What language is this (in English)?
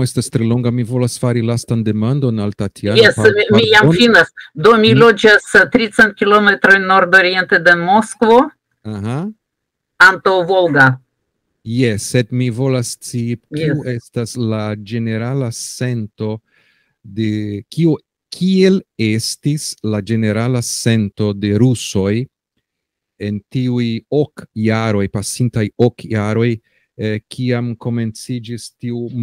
Esperanto